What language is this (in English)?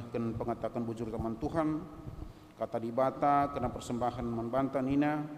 Batak Karo